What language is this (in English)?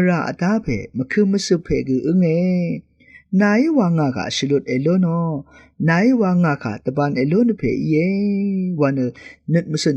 Rawang